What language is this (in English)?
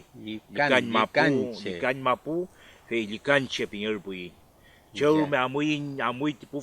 Mapuche